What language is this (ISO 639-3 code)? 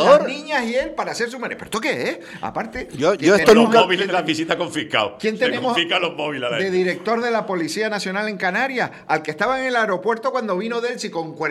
spa